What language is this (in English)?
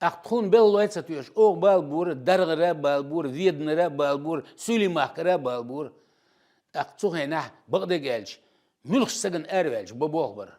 Chechen